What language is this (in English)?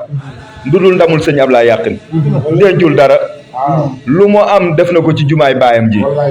Wolof